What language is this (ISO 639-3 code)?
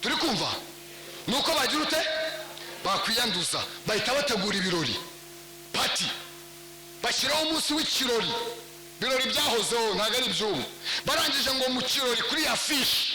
kin